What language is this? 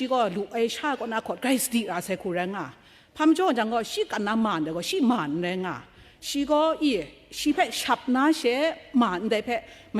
Kachin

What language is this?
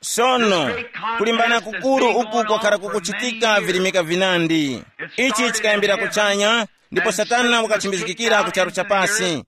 Tumbuka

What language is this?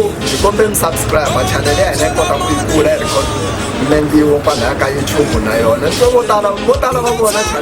Tsonga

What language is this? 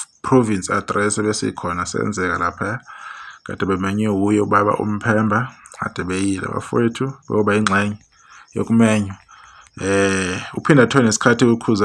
Zulu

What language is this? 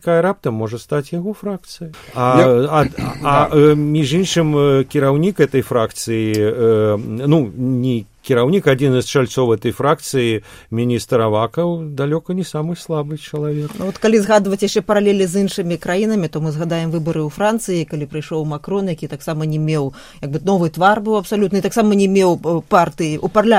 Belarusian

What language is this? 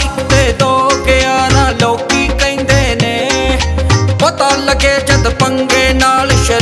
Punjabi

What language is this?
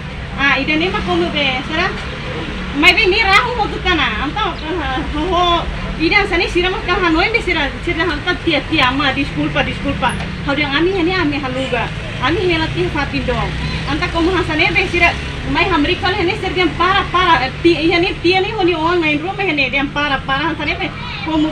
Tetum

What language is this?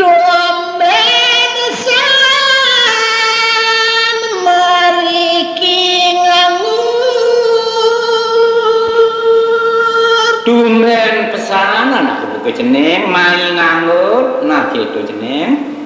Balinese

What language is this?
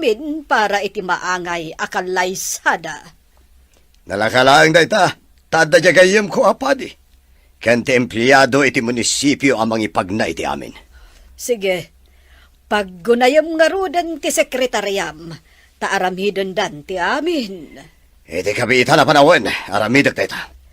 Iloko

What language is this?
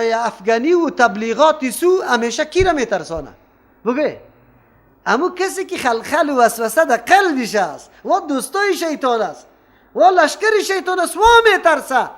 Persian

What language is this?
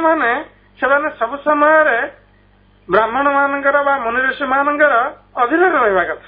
Odia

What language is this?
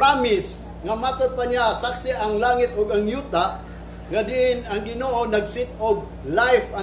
Cebuano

